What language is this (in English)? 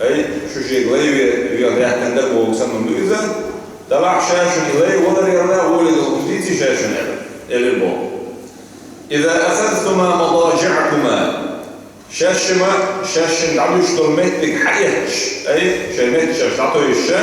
Chechen